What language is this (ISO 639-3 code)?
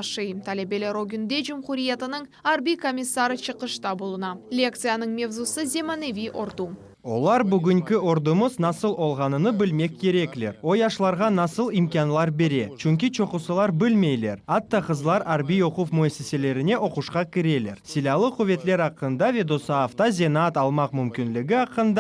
crh